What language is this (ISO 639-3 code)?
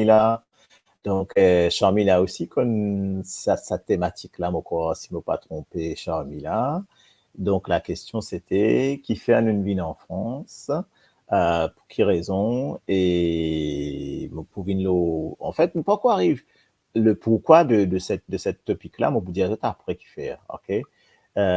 mfe